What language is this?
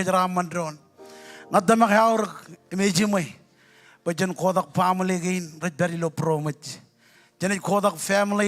Marshallese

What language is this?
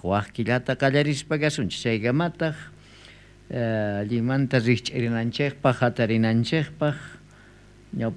South Bolivian Quechua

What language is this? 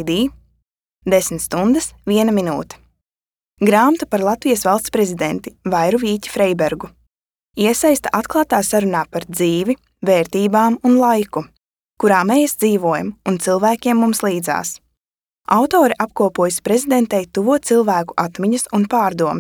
Latvian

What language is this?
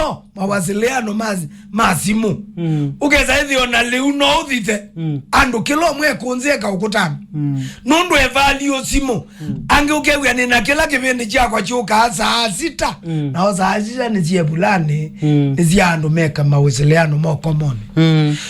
Kamba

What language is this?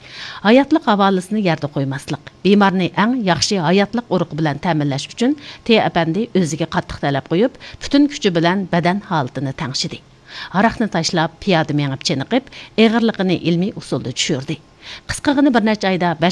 Uyghur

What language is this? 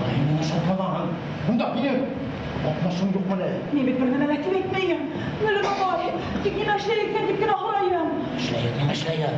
Bashkir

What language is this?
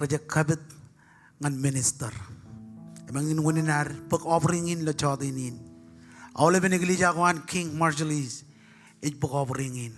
Marshallese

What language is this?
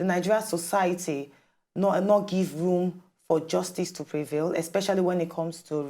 Nigerian Pidgin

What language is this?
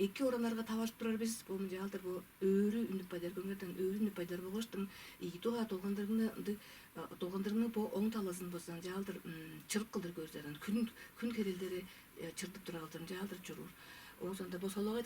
Tuvinian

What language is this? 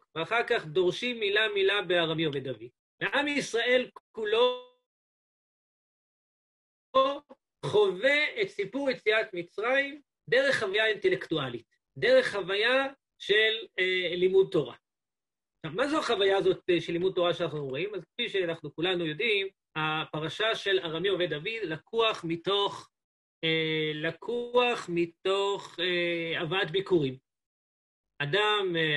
Hebrew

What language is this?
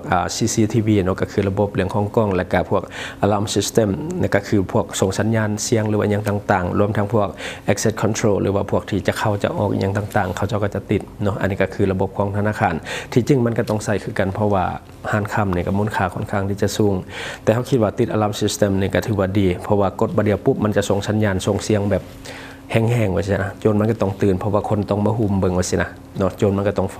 Lao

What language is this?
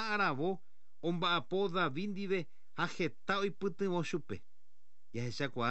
Guarani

